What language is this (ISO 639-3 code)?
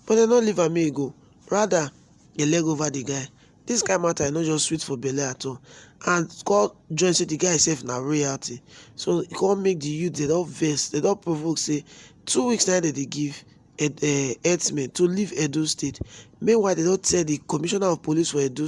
pcm